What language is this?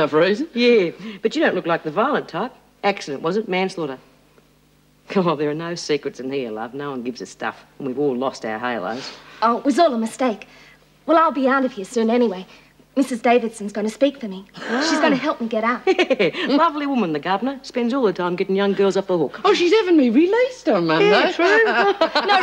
English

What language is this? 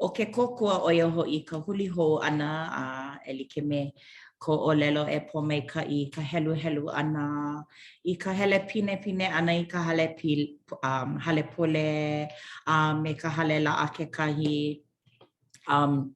Hawaiian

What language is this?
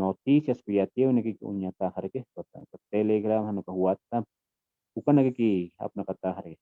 Aymara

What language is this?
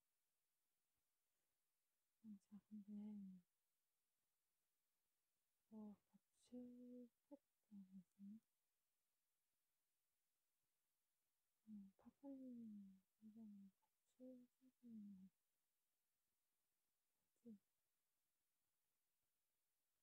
Korean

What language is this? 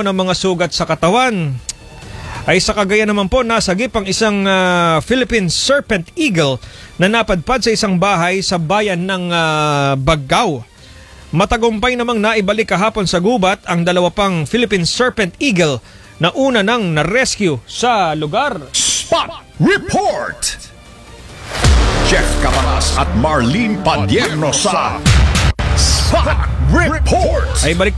Filipino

